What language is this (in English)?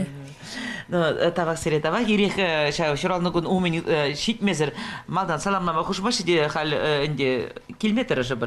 Chuvash